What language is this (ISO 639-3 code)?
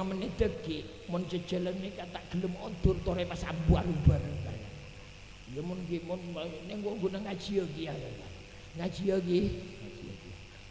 mad